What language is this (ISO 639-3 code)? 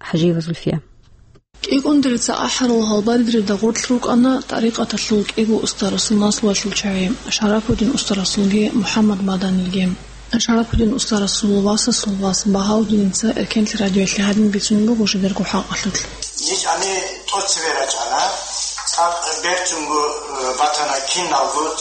ava